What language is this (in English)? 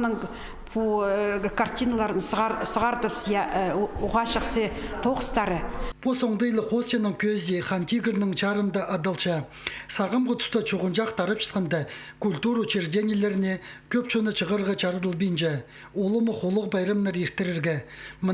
Khakas